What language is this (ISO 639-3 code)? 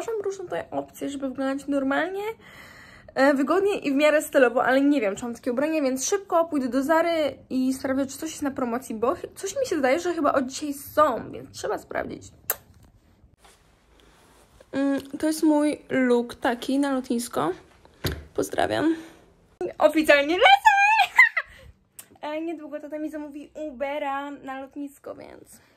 pol